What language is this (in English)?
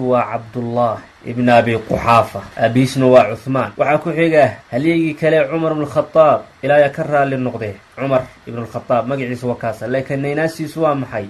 Somali